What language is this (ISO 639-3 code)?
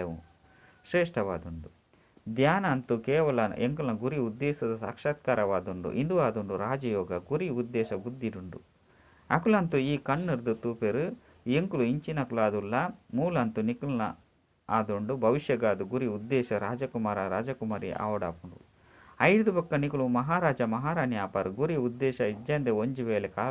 tcy